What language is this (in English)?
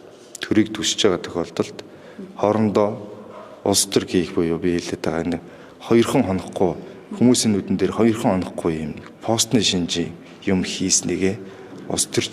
Mongolian